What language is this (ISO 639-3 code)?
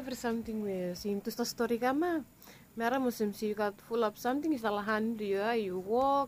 bis